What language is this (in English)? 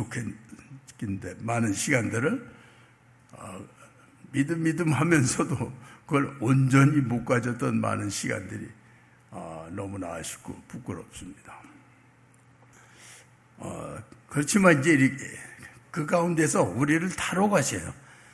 Korean